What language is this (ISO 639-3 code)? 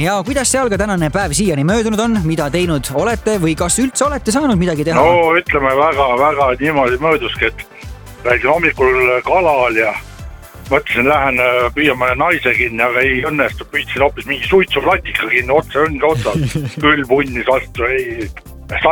est